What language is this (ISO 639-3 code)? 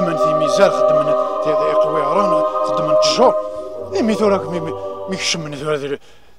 kab